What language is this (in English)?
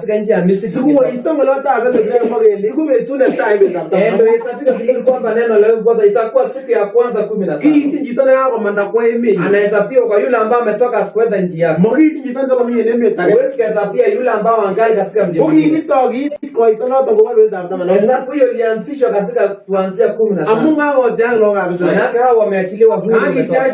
Kalenjin